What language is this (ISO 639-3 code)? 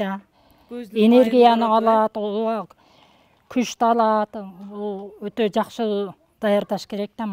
kir